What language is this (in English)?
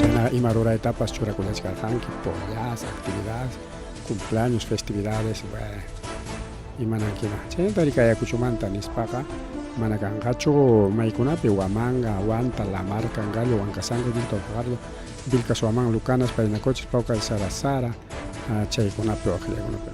Ayacucho Quechua